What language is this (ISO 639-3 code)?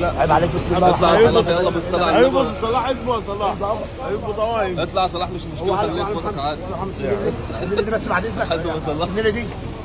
arz